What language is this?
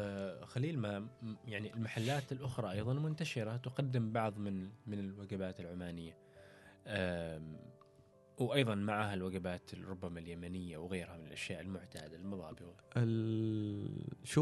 Gulf Arabic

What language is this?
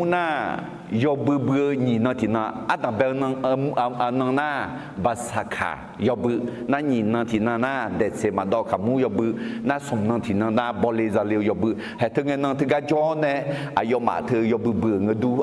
Akha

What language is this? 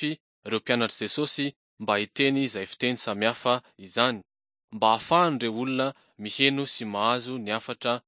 Malagasy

